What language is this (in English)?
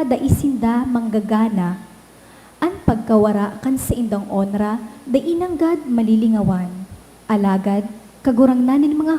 Bikol